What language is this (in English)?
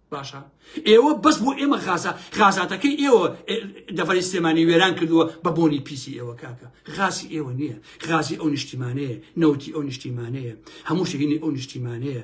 Central Kurdish